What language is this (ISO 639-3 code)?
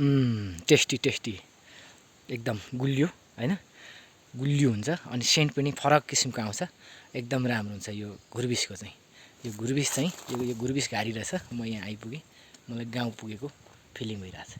nep